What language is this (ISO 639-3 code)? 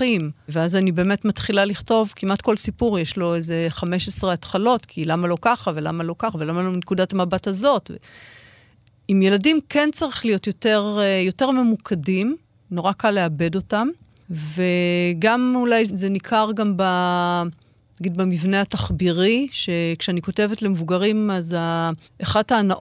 heb